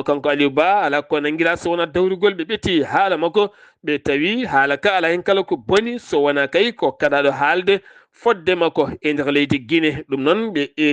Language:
Fula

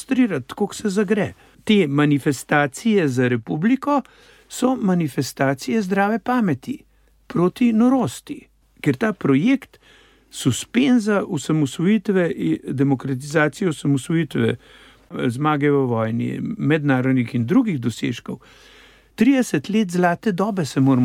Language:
Slovenian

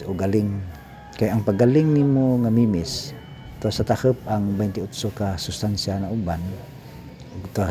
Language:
Cebuano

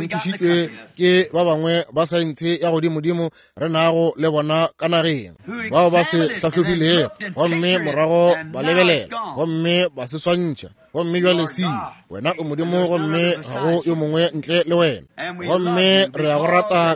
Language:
Northern Sotho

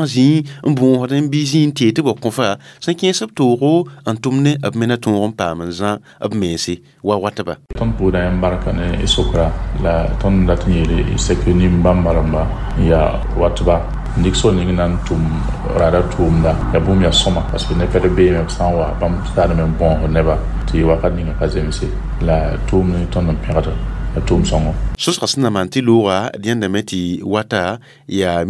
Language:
Mossi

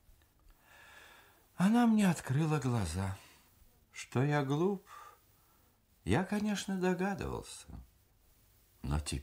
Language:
Russian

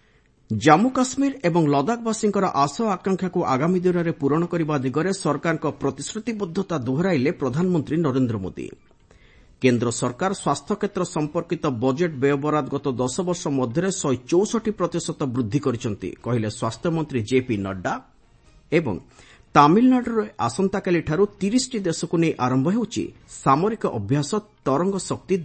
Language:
Odia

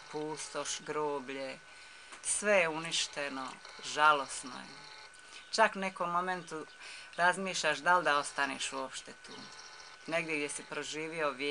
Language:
Bosnian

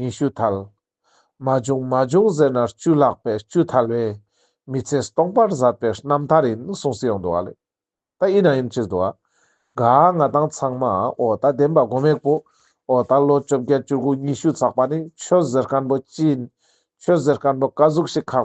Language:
Ladakhi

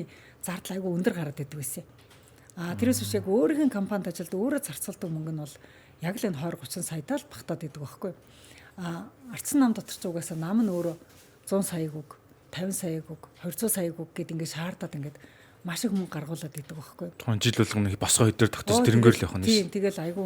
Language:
Mongolian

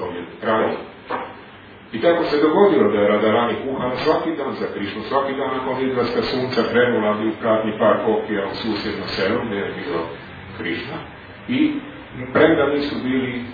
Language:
Croatian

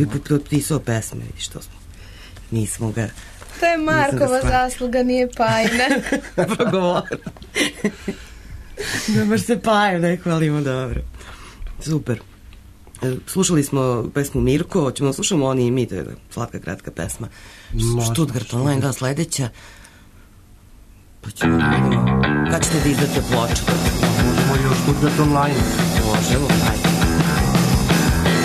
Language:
Serbian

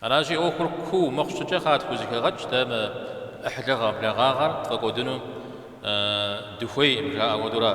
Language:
Kabardian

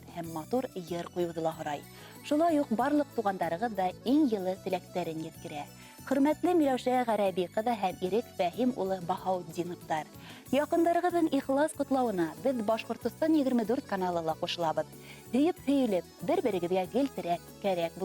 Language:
Bashkir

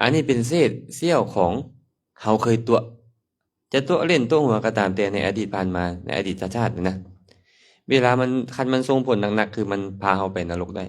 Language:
Lao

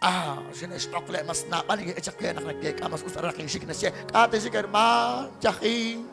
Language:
Kekchí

